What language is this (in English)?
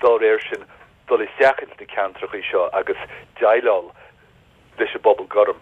Irish